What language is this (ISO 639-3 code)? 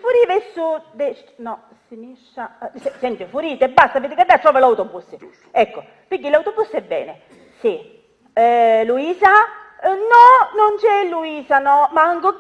scn